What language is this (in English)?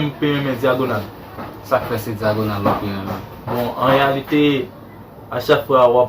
Haitian Creole